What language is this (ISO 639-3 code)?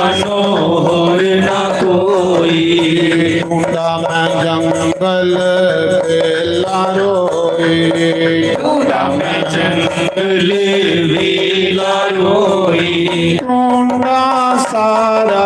doi